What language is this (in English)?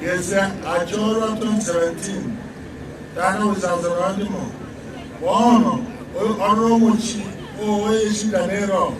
Gusii